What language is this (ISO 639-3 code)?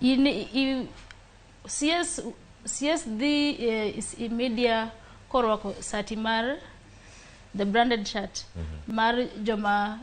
luo